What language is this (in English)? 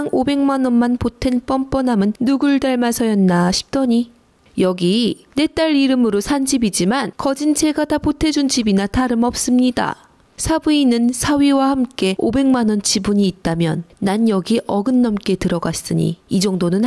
Korean